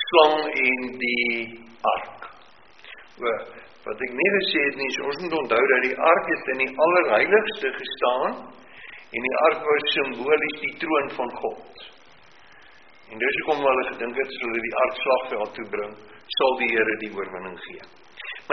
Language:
Afrikaans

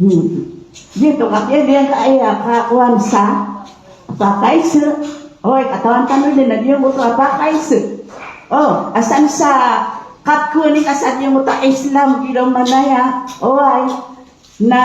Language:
Maranao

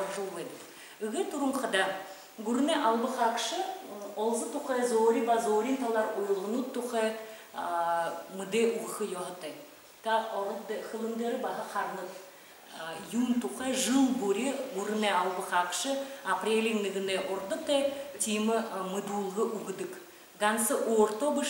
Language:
Buriat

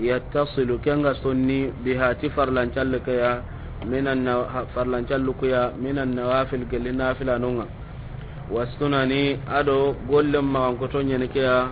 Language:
Soninke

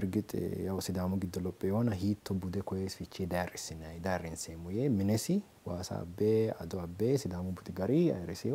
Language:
Sidamo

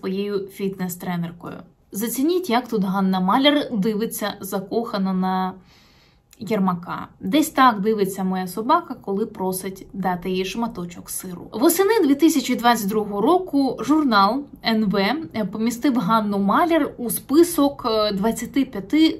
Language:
Ukrainian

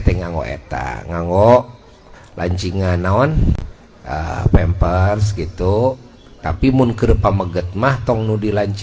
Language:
Sundanese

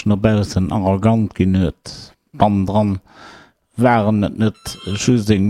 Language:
Luxembourgish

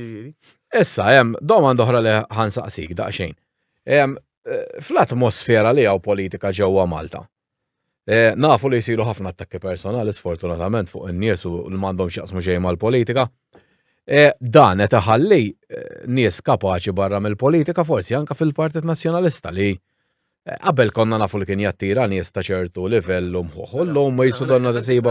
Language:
Maltese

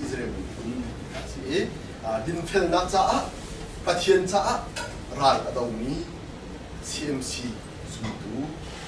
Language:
Hakha Chin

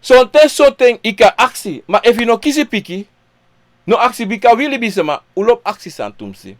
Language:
Sranan Tongo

